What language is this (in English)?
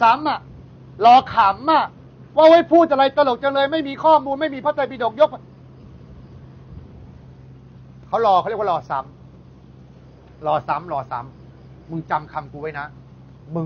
Thai